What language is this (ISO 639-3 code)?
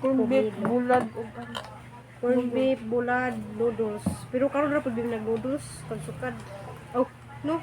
ceb